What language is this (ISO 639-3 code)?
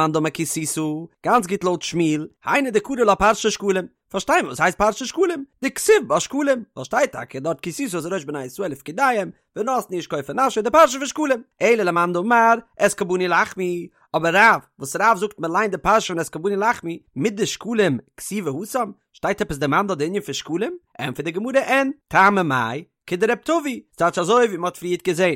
yid